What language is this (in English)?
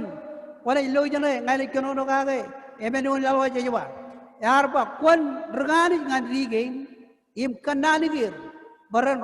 Marshallese